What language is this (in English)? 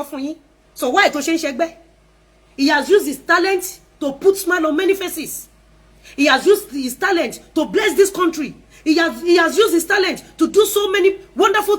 Yoruba